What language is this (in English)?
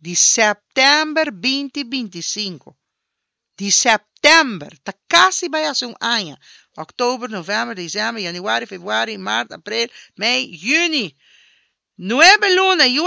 Papiamento